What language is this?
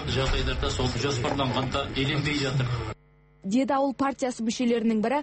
Kazakh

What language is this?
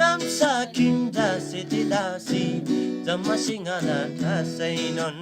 Eastern Tamang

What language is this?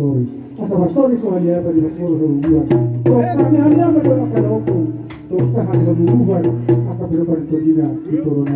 Batak Toba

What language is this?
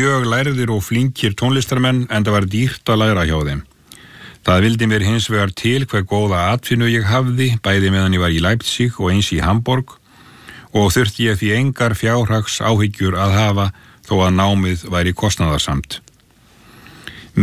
Icelandic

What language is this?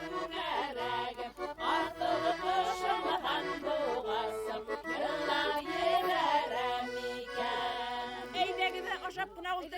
Bashkir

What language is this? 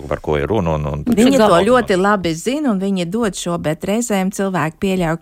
Latvian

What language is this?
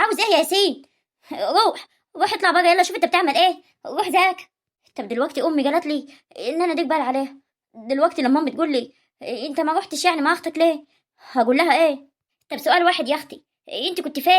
Egyptian Arabic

